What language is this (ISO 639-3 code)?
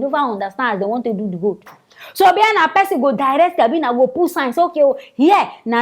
pcm